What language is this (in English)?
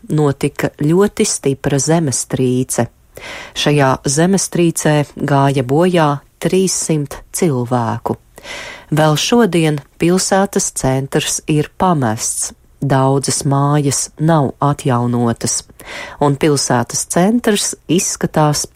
Latvian